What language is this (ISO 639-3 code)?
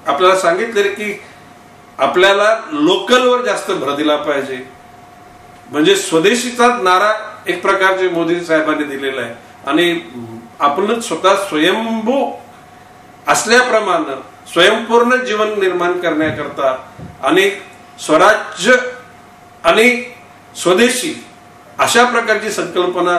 mar